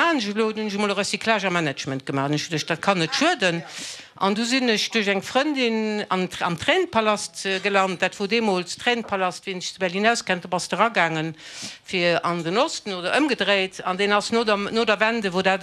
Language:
Luxembourgish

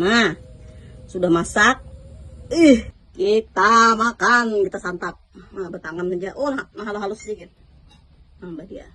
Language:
Banjar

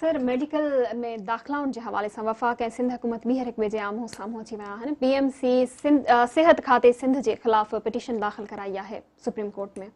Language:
Sindhi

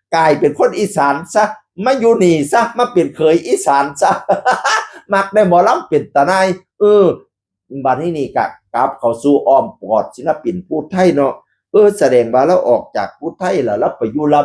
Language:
Northeastern Thai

